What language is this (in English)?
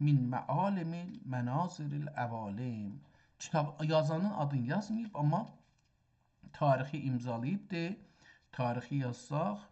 South Azerbaijani